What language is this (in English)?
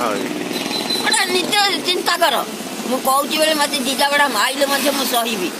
Odia